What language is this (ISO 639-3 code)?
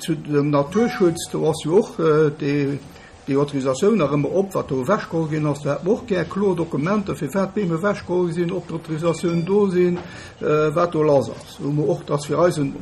ltz